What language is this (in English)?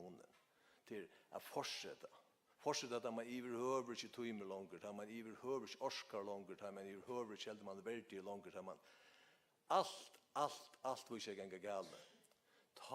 Faroese